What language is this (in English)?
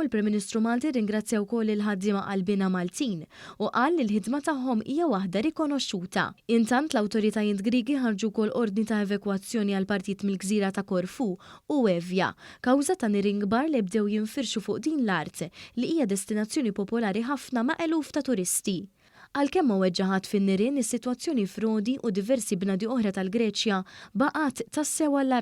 Maltese